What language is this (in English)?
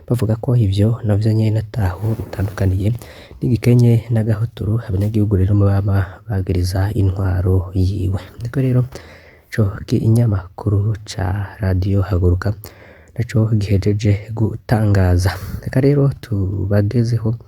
Rundi